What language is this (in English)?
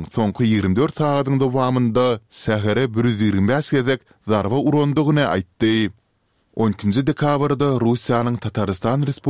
Turkmen